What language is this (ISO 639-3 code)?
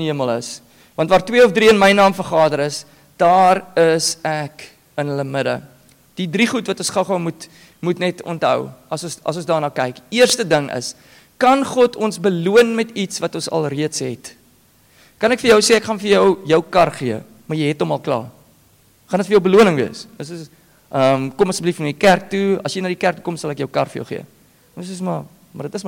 afr